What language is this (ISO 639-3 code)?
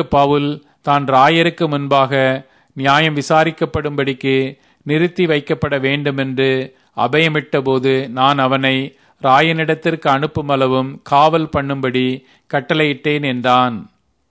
tam